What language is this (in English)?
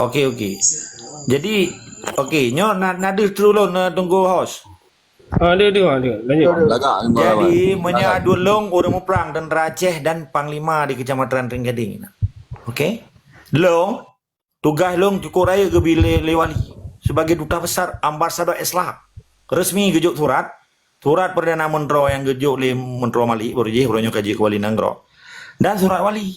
Achinese